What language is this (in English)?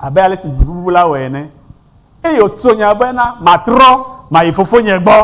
Ewe